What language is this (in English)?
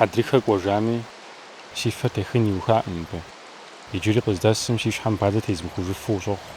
Kabardian